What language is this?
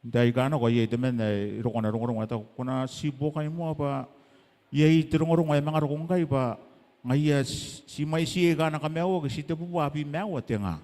Gilbertese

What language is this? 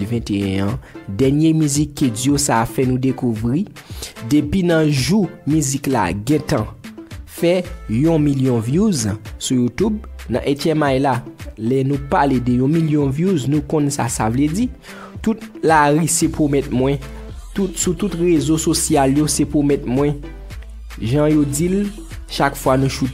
Haitian Creole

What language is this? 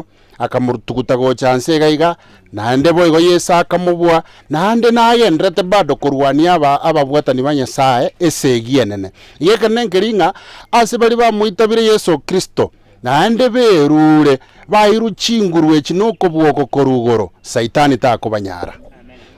Gusii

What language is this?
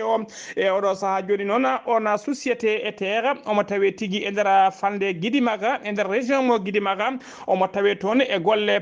Fula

